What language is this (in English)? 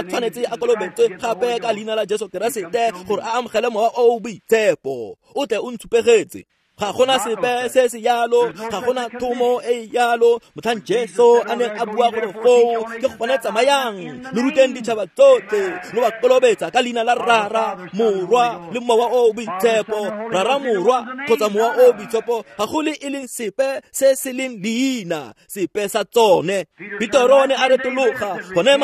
Tswana